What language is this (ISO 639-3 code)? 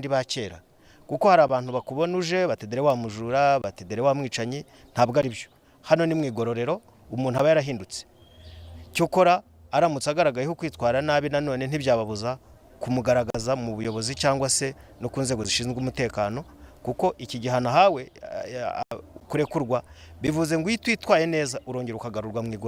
kin